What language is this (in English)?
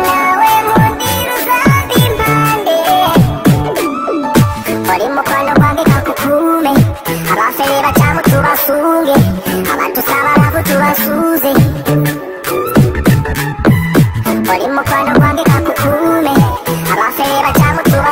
Kinyarwanda